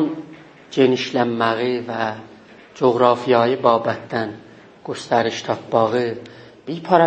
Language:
South Azerbaijani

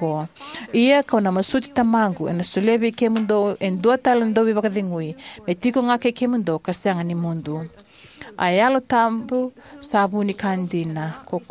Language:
Fijian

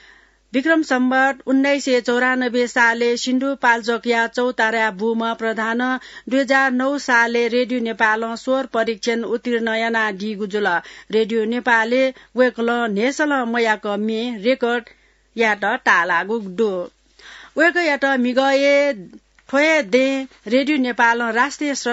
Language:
Newari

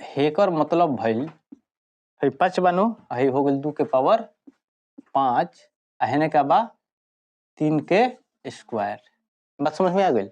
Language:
Bhojpuri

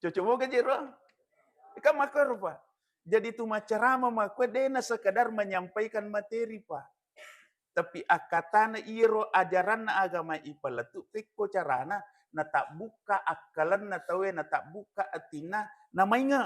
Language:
Buginese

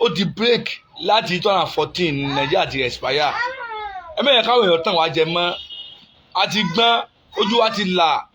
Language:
Yoruba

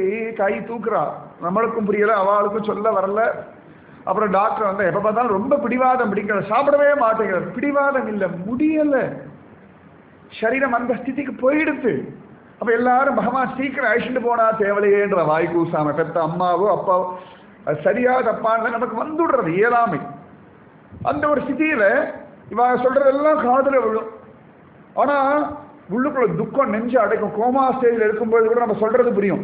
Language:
Tamil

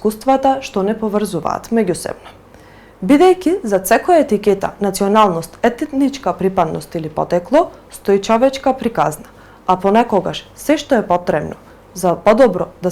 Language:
Macedonian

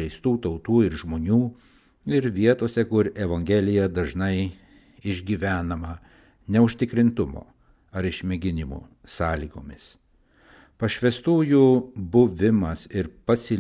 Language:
Lithuanian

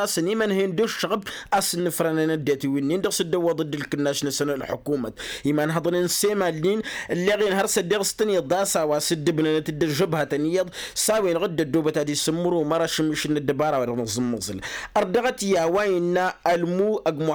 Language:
Tamasheq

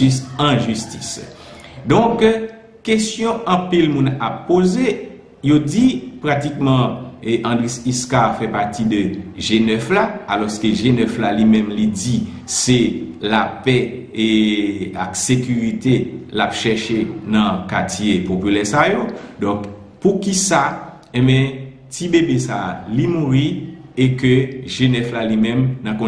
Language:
Haitian Creole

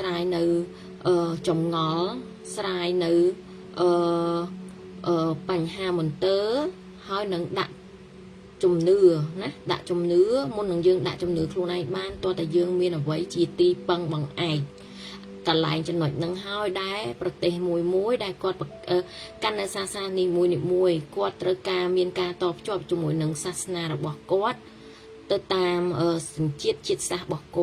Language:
Khmer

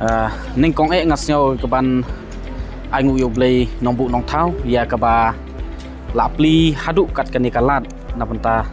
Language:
Khasi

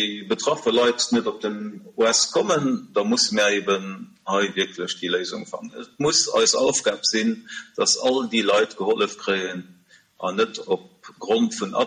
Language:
Luxembourgish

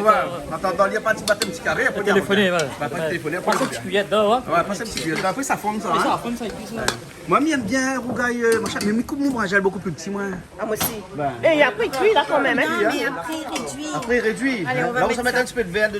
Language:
Réunion Creole French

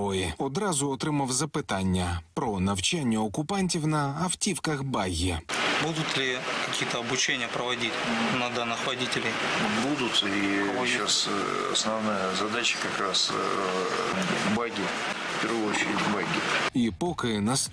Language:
Ukrainian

